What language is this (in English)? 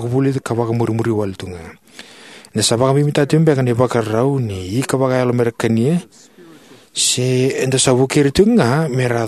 Fijian